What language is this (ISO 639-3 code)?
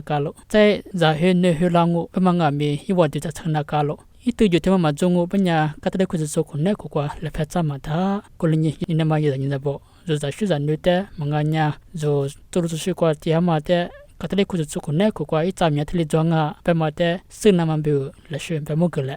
lis